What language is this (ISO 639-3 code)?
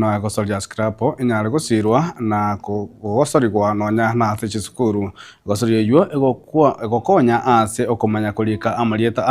guz